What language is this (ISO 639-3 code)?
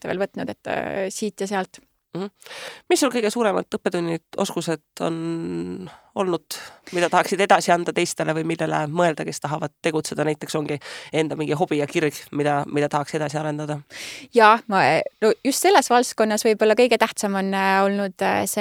est